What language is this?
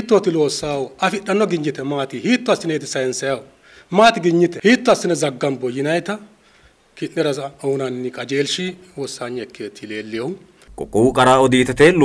Sidamo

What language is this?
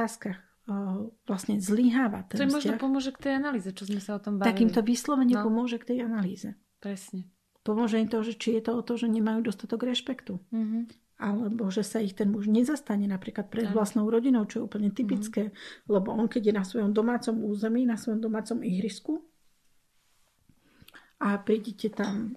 Slovak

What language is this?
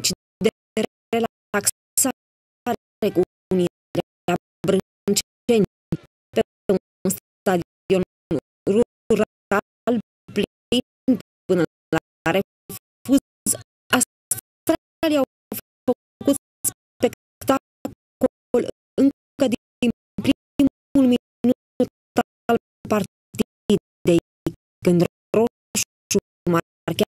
Romanian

